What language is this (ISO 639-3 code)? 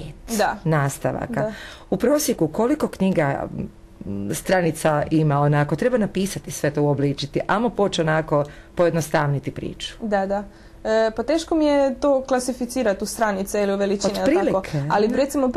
hrv